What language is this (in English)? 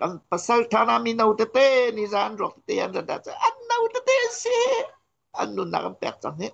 Hakha Chin